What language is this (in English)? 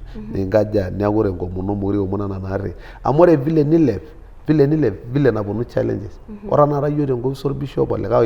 Masai